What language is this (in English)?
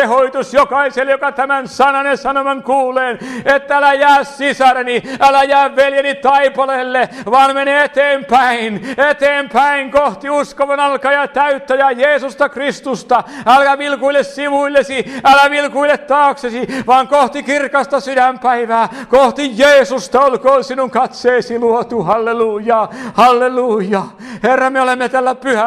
Finnish